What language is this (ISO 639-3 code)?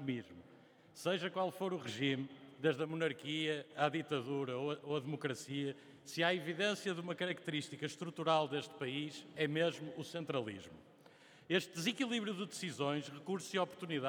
por